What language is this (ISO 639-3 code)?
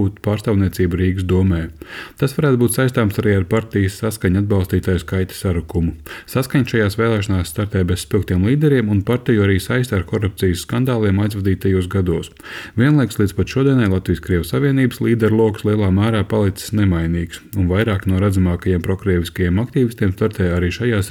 lav